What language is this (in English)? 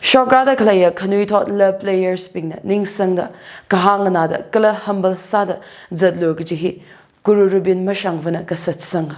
Tangkhul Naga (India)